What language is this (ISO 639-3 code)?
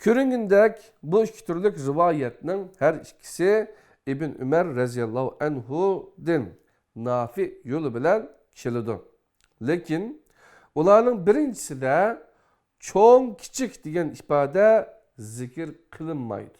uig